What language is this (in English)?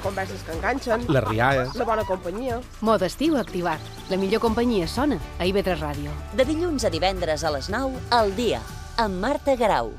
Catalan